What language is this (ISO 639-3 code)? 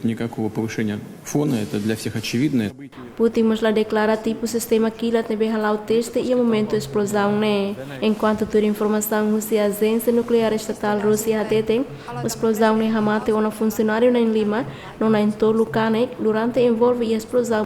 tet